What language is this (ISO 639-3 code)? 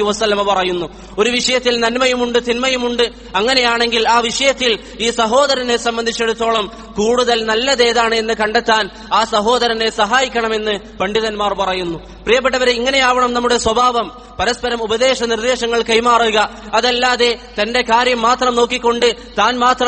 mal